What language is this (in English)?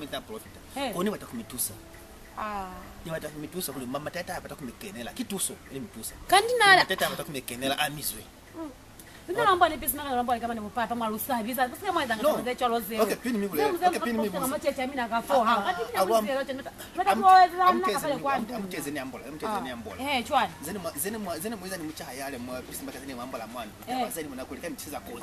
Lozi